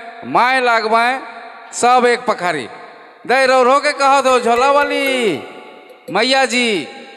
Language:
Sadri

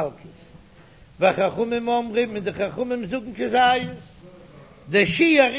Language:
Yiddish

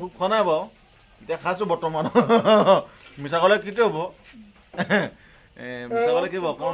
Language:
Assamese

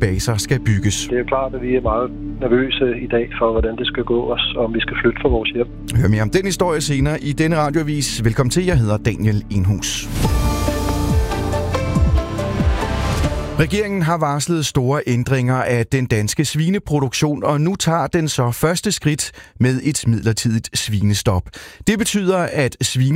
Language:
Danish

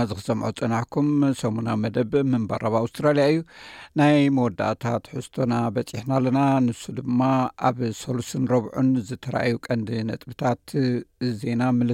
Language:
Tigrinya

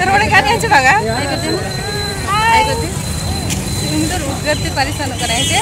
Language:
Santali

